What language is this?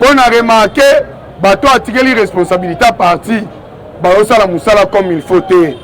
Lingala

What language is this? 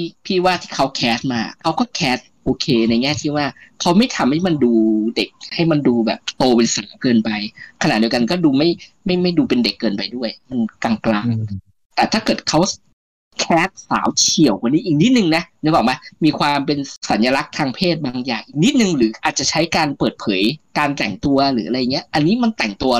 Thai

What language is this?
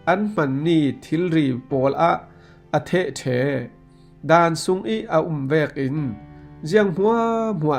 Falam Chin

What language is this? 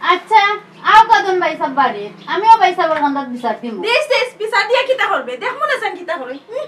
Sylheti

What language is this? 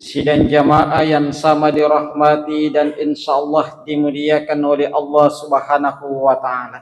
Buginese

